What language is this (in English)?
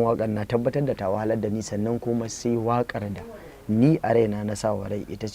Hausa